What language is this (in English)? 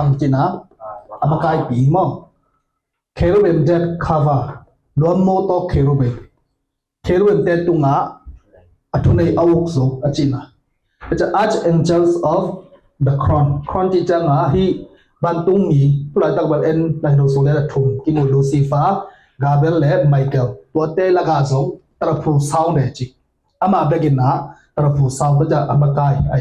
Tedim Chin